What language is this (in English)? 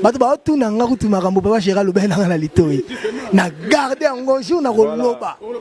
Lingala